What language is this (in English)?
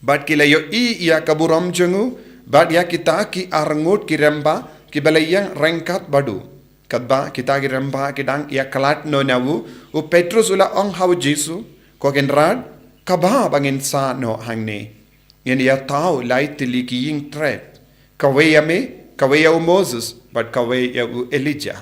Khasi